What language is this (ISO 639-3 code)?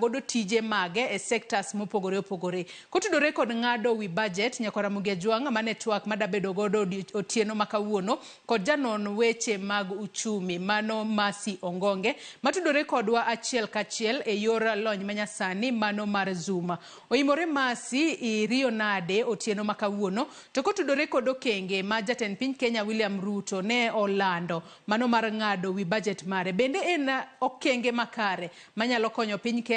luo